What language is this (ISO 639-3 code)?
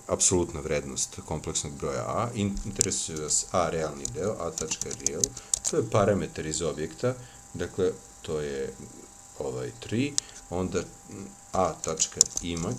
srp